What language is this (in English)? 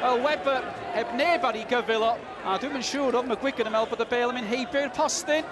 Welsh